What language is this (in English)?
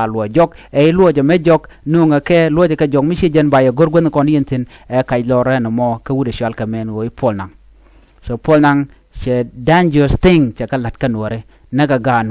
Nuer